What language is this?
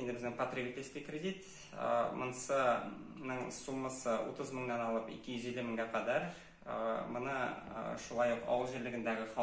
Tatar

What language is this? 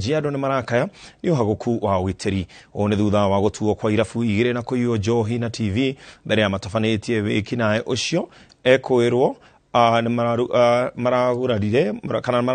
Kikuyu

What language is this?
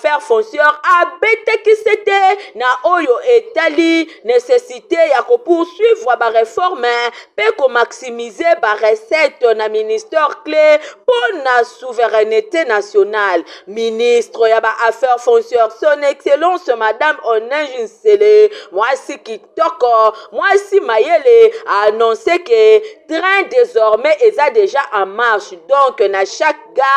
Lingala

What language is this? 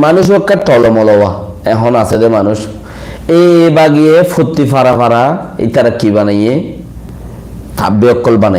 Rohingya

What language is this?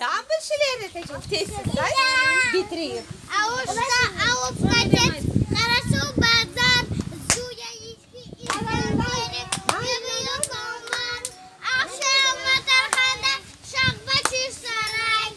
Crimean Tatar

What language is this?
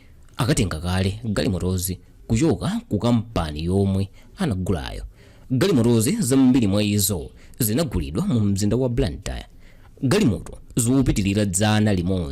Nyanja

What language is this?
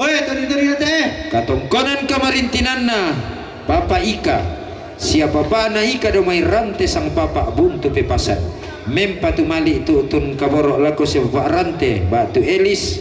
Toraja-Sa'dan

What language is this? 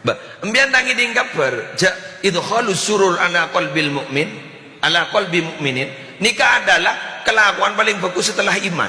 Madurese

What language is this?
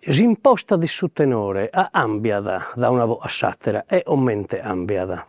Sardinian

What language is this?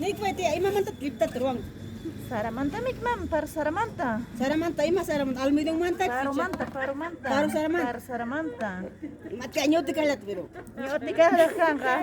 Ayacucho Quechua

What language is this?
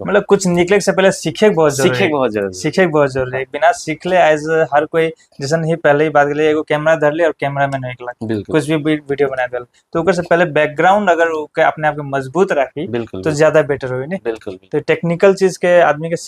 Sadri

